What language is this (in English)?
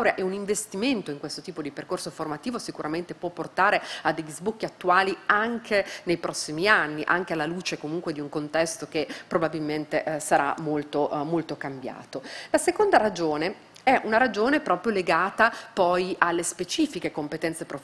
Italian